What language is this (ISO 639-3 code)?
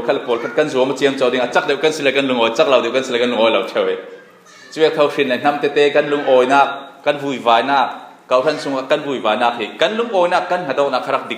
cfm